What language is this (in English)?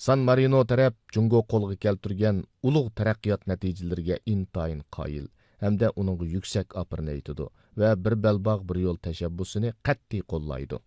Uyghur